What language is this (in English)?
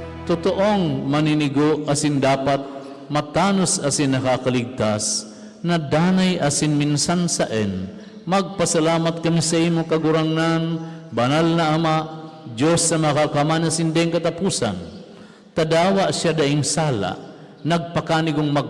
Bikol